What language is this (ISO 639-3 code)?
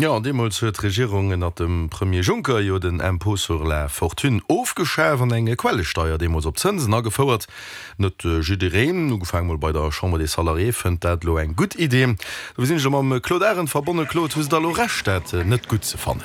ltz